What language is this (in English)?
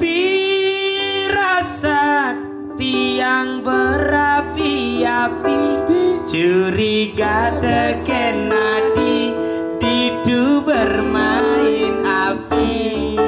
Balinese